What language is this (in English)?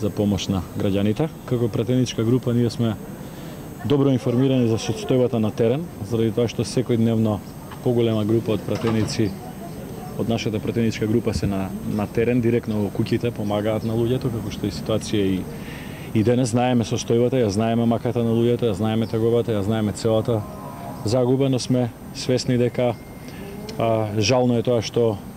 Macedonian